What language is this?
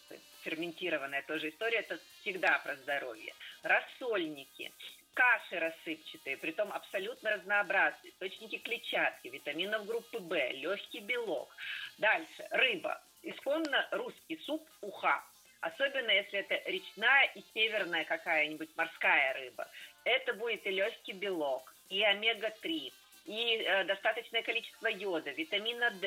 Russian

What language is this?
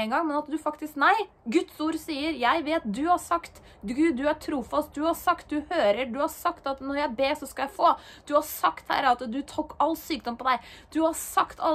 Norwegian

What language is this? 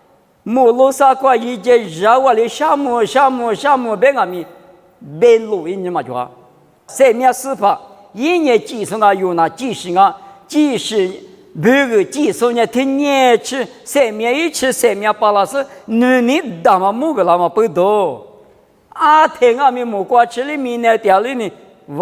Lisu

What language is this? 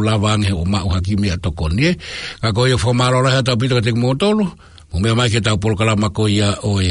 Tongan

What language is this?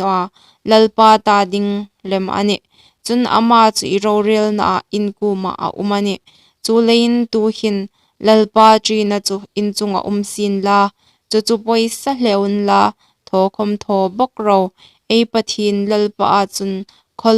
Hmar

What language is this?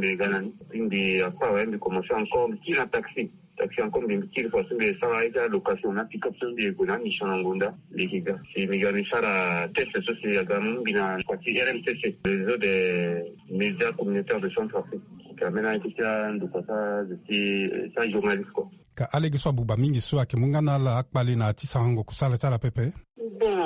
Sango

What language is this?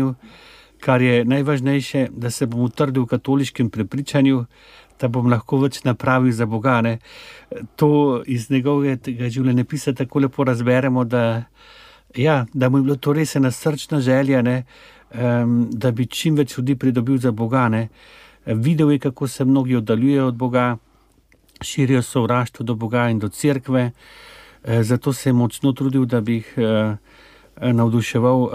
Slovenian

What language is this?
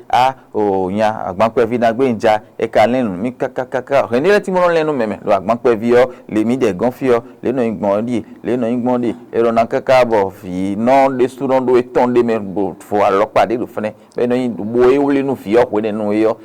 Fon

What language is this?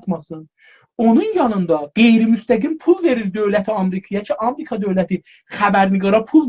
South Azerbaijani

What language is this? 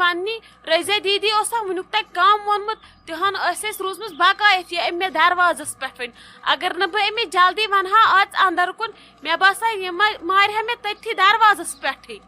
Kashmiri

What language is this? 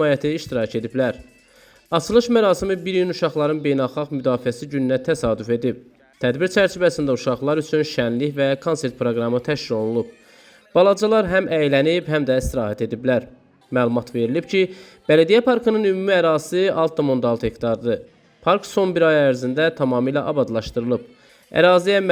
Azerbaijani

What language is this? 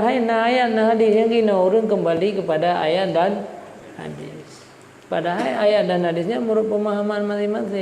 Achinese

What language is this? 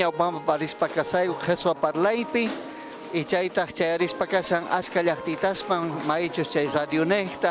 Ayacucho Quechua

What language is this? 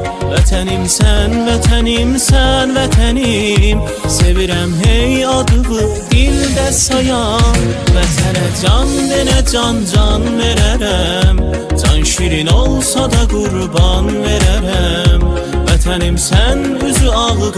South Azerbaijani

